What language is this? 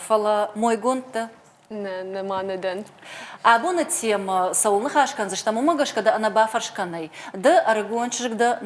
Ossetic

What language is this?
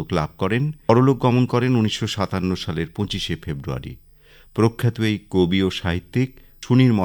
Bangla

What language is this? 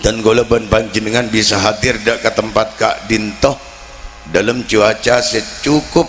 Madurese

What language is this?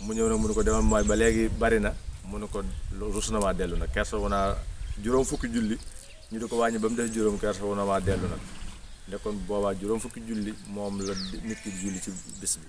Wolof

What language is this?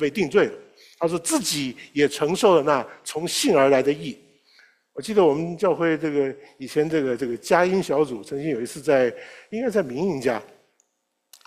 Chinese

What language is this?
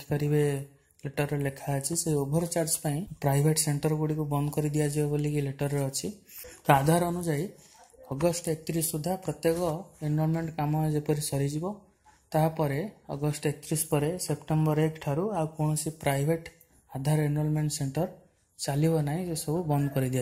Odia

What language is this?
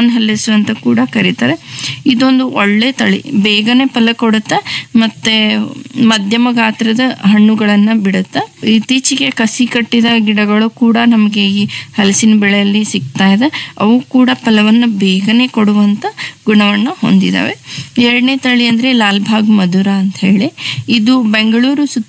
Kannada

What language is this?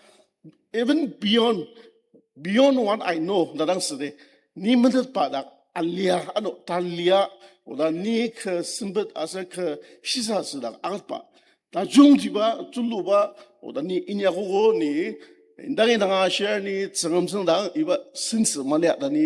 Ao Naga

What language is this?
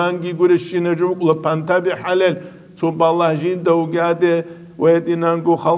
Avaric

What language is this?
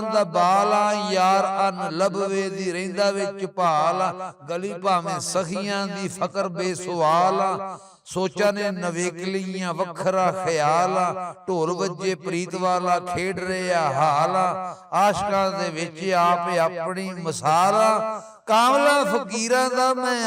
Western Panjabi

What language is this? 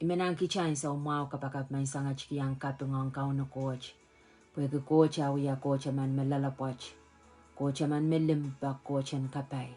Pohnpeian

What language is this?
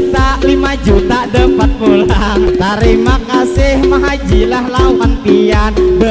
Banjar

